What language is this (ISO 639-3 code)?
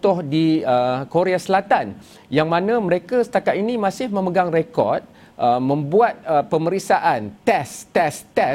msa